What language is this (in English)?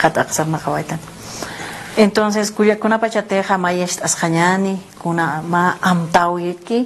Aymara